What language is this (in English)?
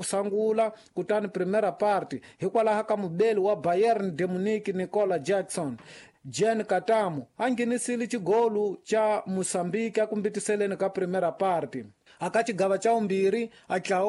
Tsonga